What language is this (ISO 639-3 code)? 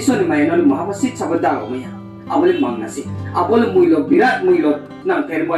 ria